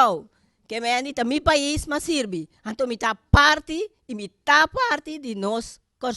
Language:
Papiamento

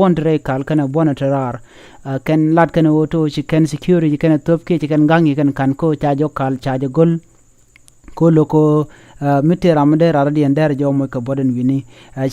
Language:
Nuer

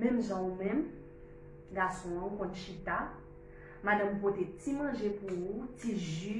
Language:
Haitian Creole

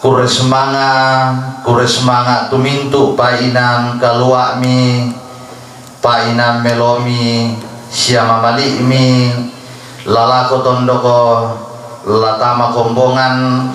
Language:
Toraja-Sa'dan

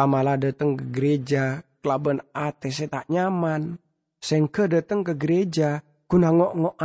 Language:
Madurese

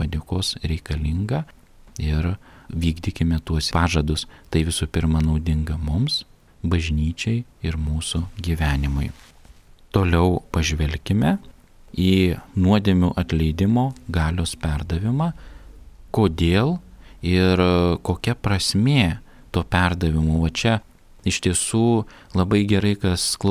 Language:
Lithuanian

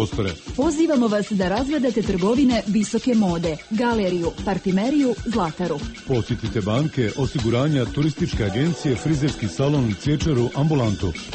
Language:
Croatian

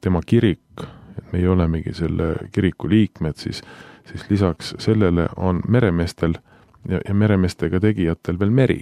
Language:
Estonian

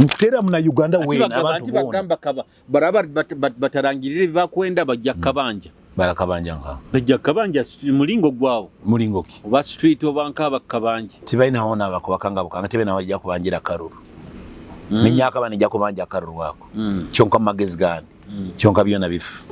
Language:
Nyoro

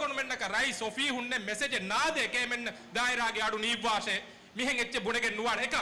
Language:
Divehi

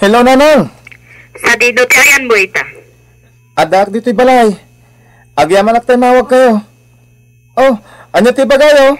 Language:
Iloko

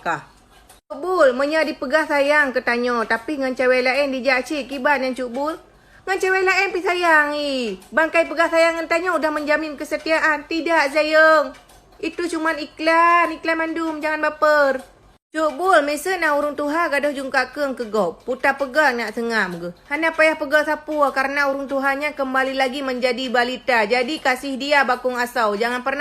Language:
Achinese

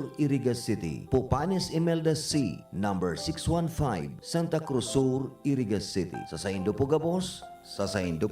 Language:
Bikol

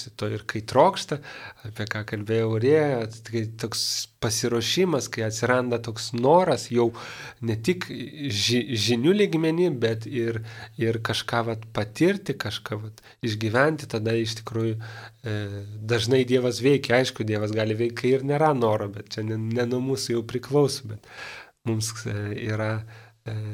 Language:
Lithuanian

